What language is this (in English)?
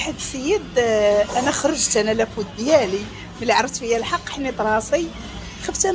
Moroccan Arabic